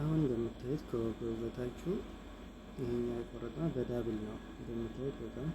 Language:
Amharic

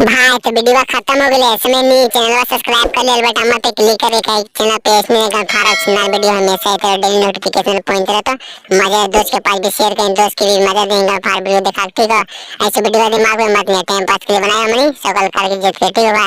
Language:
Magahi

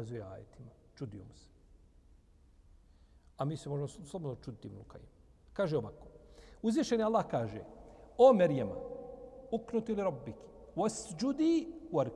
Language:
Bosnian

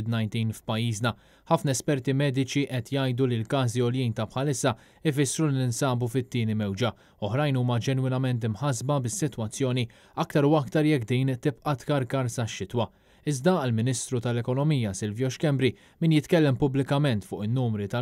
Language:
Maltese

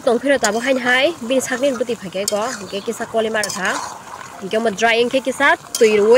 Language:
Kok Borok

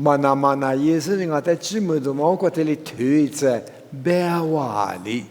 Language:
Lisu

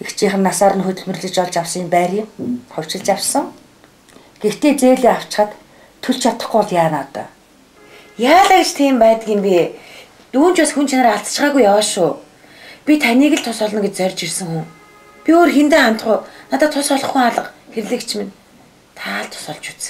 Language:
Mongolian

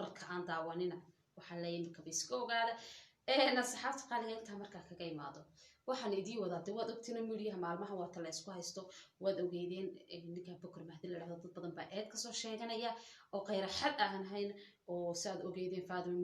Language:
Somali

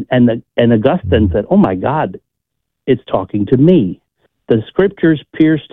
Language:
English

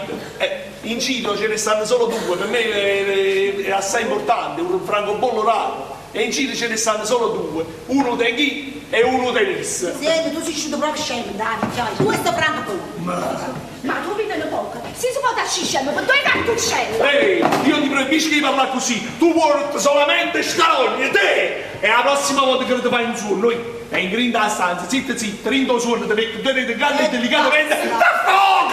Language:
Neapolitan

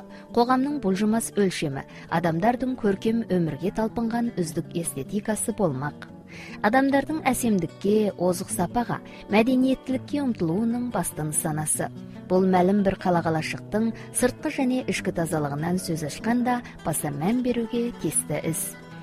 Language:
Kazakh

